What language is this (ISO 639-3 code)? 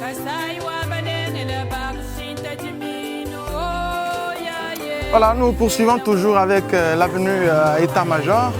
lua